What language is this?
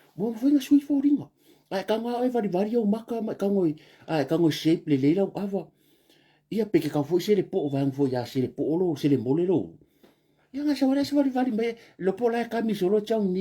Samoan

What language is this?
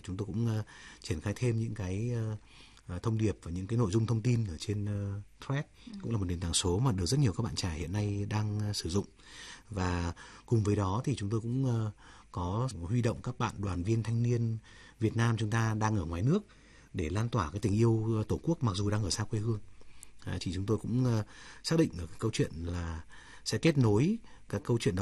Vietnamese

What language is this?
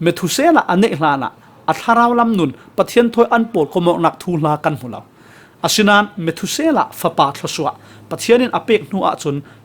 Falam Chin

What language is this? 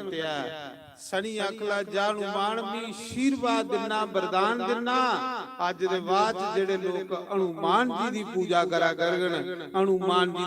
Dogri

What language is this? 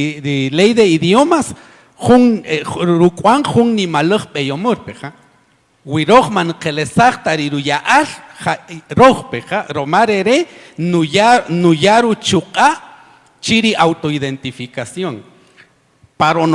Kaqchikel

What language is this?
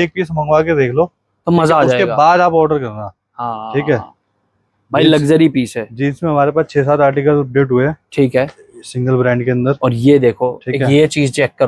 Hindi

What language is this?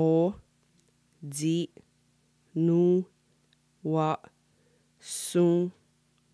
Mohawk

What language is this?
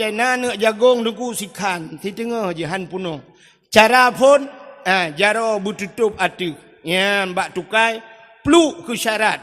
Achinese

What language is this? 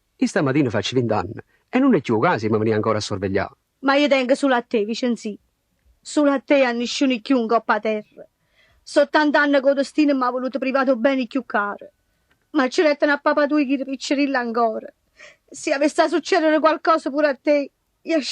Neapolitan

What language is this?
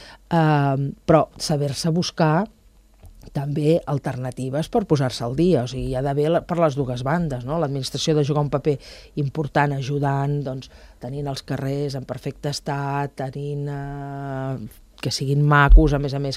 Catalan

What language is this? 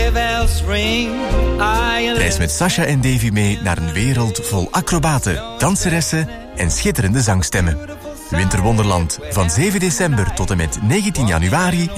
Dutch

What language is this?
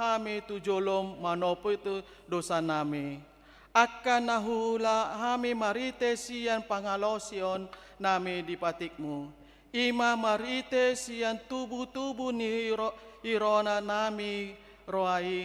Batak Toba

